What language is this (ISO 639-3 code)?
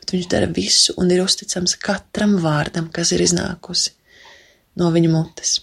lav